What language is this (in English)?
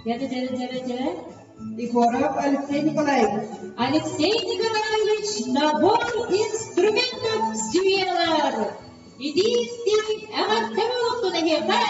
Yakut